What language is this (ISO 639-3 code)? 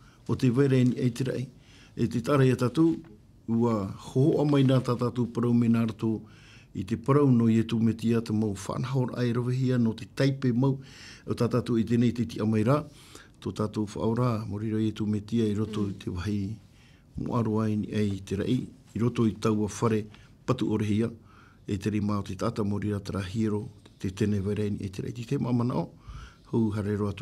tah